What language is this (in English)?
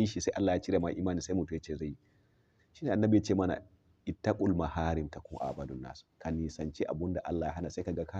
Hausa